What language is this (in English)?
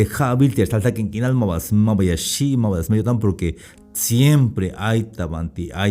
Tzeltal